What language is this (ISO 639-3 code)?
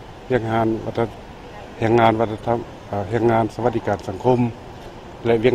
lao